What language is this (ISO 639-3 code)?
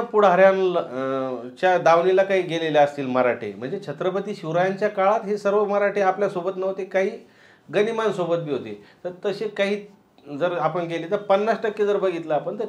mar